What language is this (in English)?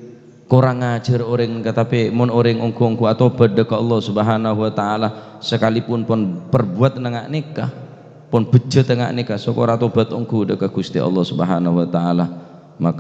Madurese